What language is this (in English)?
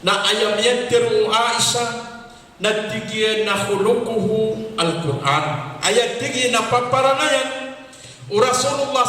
Maranao